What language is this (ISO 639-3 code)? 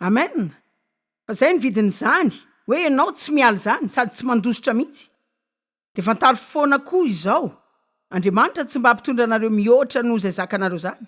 mlg